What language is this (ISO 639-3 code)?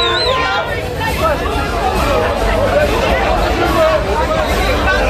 nld